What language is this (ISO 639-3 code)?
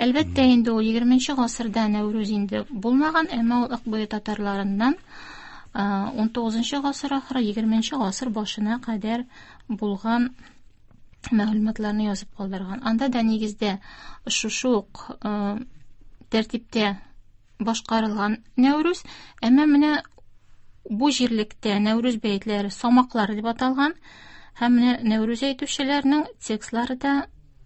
tat